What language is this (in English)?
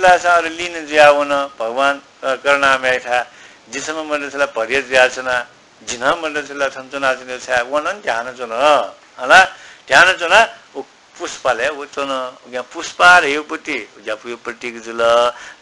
Newari